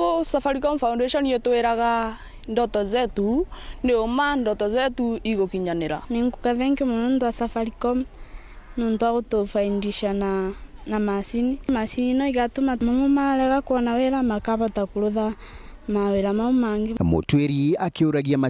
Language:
Meru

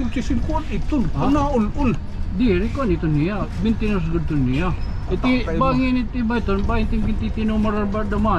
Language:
Waray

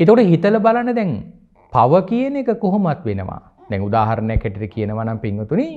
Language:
Sinhala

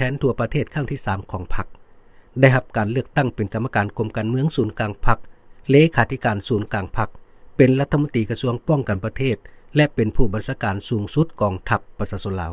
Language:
Lao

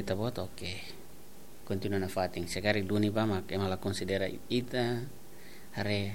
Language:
Tetum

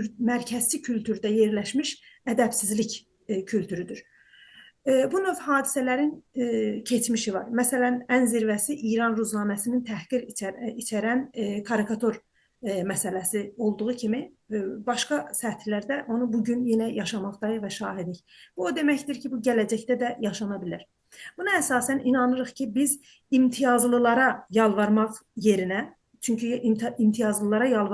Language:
South Azerbaijani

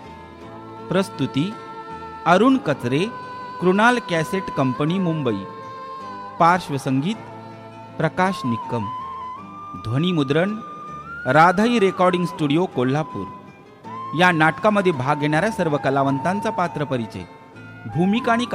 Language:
Marathi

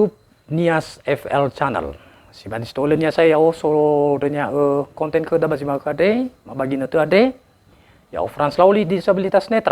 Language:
Nias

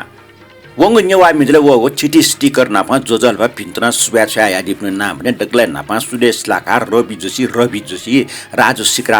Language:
Newari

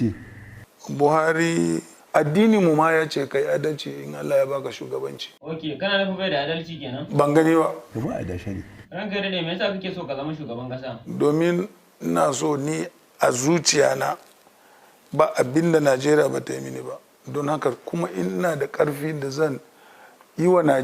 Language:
Hausa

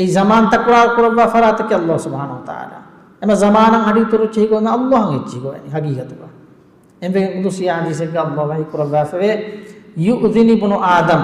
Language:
Divehi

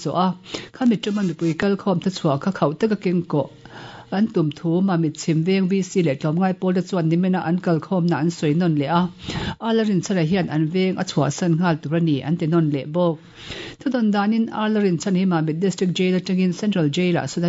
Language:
Mizo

